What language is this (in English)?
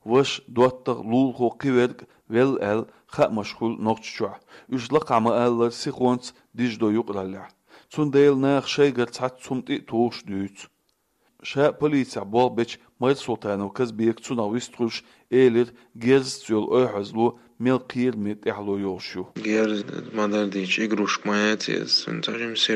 Chechen